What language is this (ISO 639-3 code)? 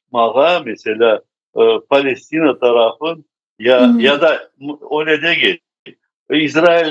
crh